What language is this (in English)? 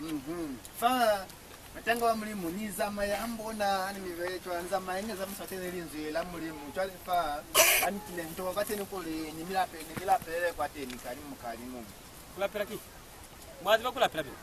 Lozi